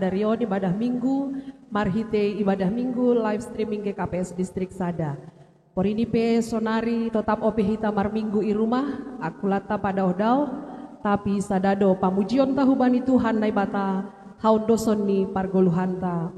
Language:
Batak Simalungun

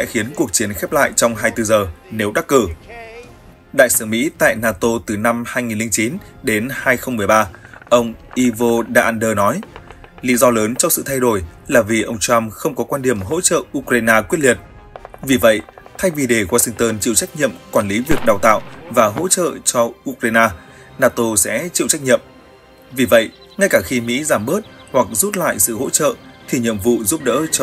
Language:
Vietnamese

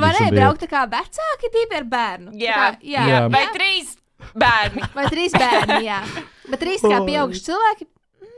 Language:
Latvian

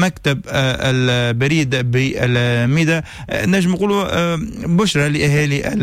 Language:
Tunisian Arabic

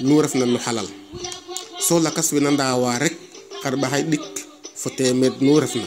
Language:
Serer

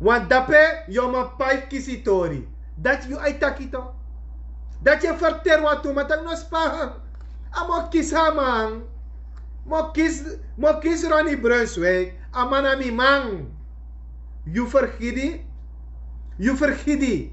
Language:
Sranan Tongo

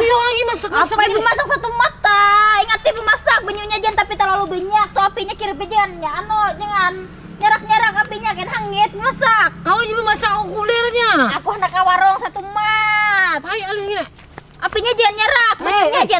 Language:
Banjar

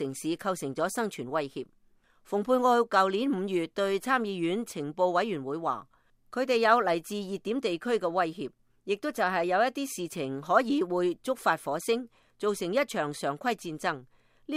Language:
Cantonese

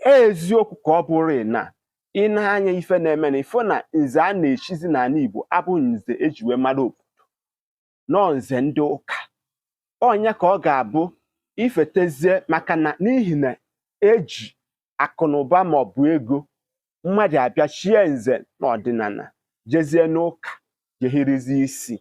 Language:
Igbo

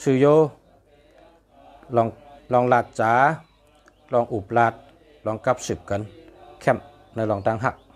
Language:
Shan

